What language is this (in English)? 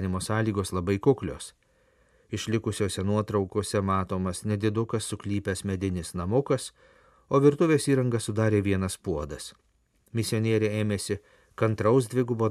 Lithuanian